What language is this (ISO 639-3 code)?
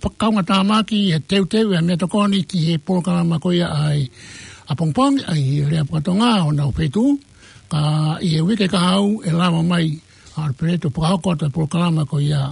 ton